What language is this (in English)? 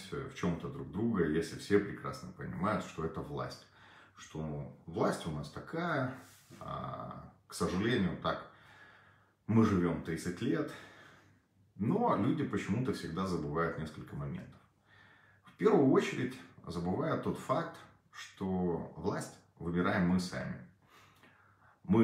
Russian